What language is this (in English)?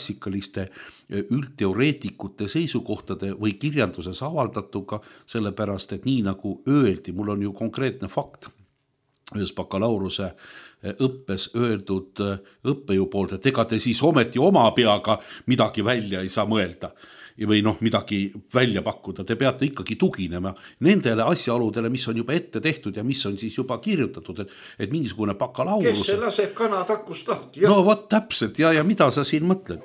Estonian